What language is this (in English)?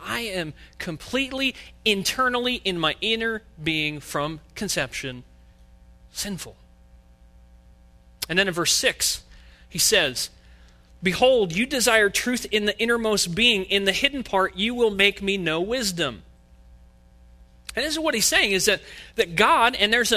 English